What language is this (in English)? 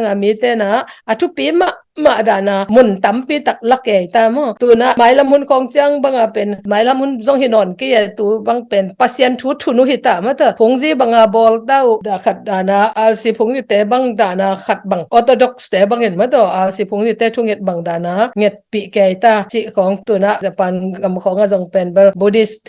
Tedim Chin